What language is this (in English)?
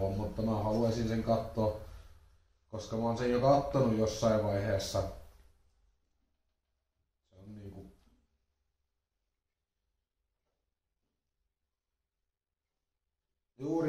Finnish